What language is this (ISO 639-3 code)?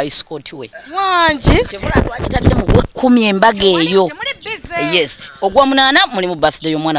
lug